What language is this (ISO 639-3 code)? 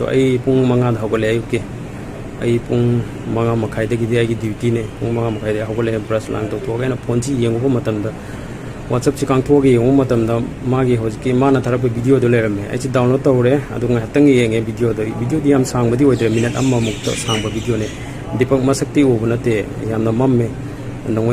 mni